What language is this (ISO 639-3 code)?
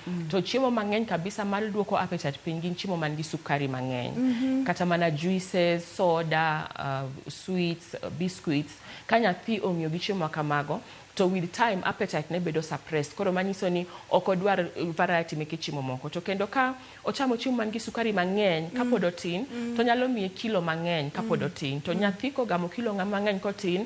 luo